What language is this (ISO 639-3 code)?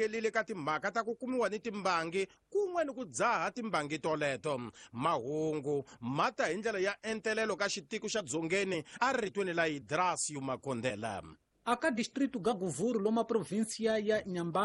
tso